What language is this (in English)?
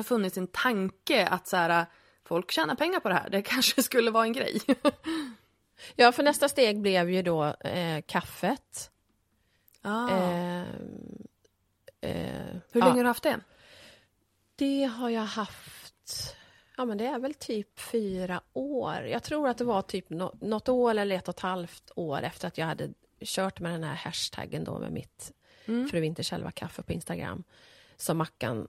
Swedish